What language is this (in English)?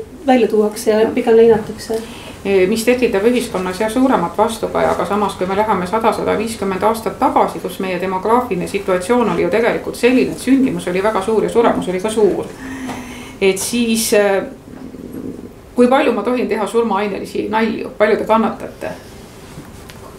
Estonian